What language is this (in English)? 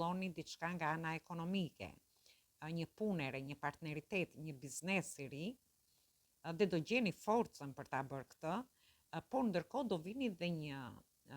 Albanian